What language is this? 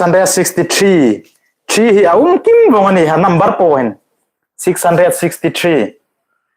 Hmar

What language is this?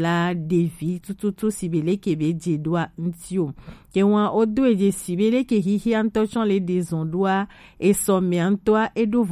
Gen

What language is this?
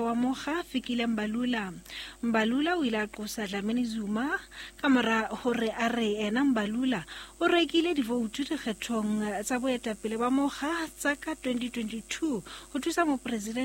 Southern Sotho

